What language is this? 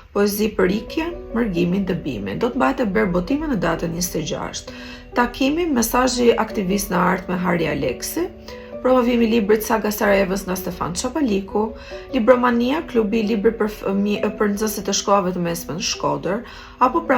Albanian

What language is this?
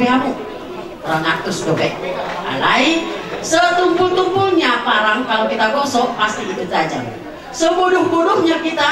Batak Toba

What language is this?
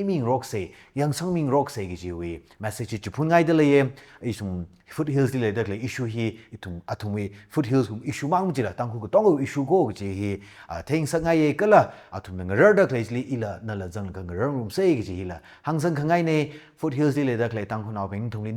Tangkhul Naga (India)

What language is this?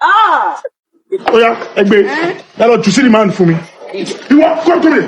Yoruba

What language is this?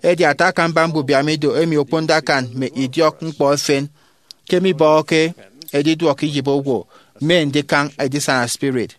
Efik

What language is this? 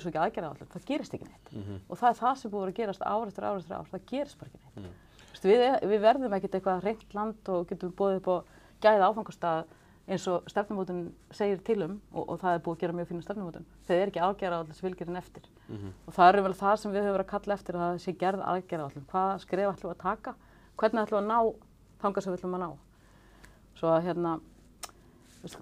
Icelandic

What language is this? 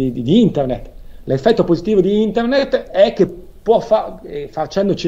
Italian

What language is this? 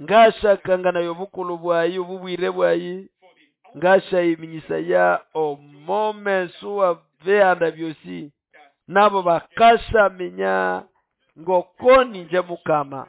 Nande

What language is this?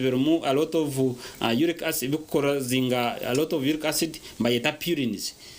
Nyankole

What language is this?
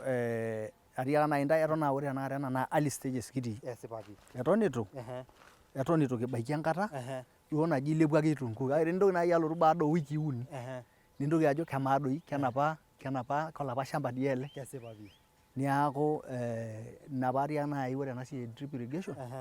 Masai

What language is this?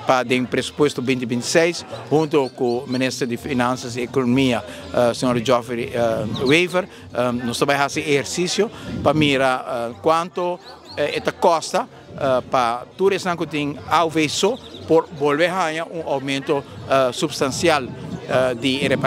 Papiamento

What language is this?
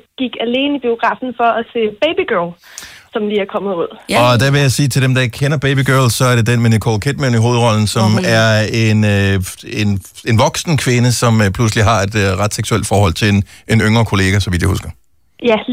Danish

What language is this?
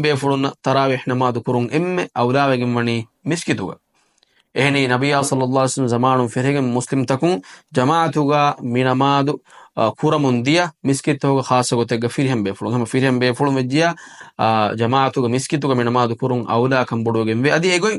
Divehi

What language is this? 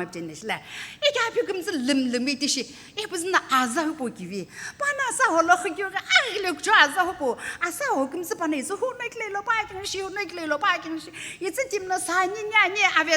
Sumi Naga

